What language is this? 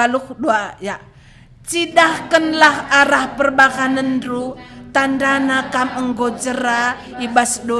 Batak Karo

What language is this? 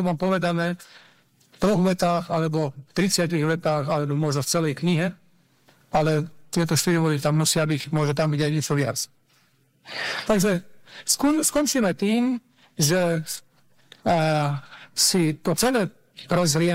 Slovak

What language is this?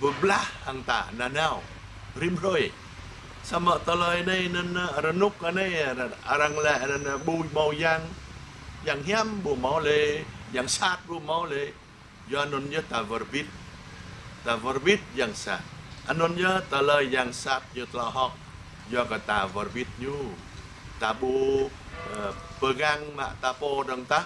Jarai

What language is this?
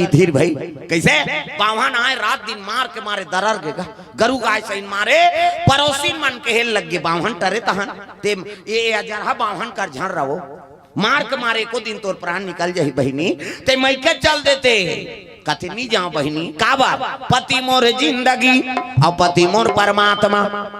Chhattisgarhi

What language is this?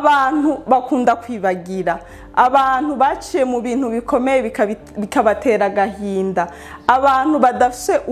Rundi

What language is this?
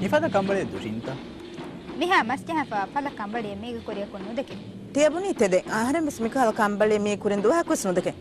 Divehi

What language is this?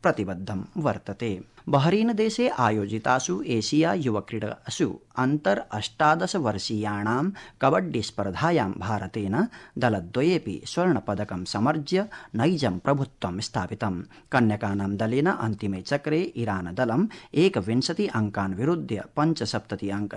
Sanskrit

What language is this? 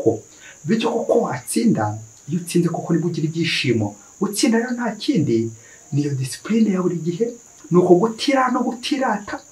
Kinyarwanda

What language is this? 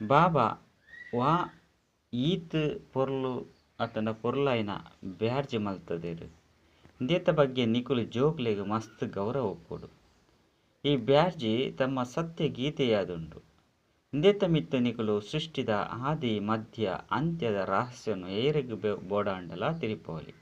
Tulu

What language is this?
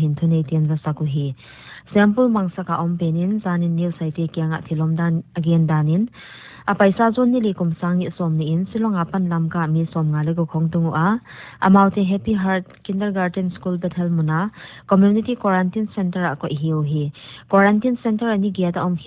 Paite Chin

